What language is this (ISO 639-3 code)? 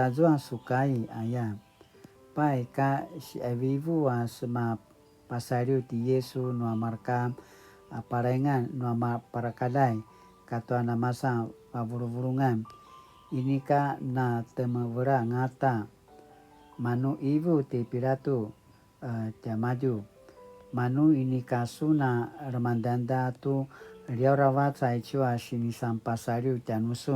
pwn